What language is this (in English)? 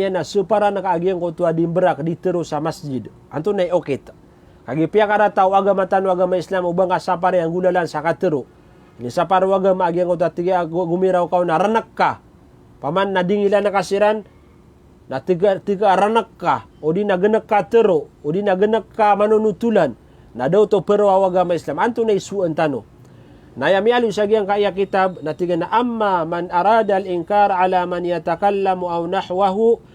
Maranao